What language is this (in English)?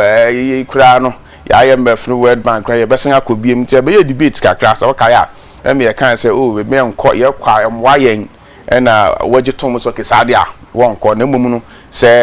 Akan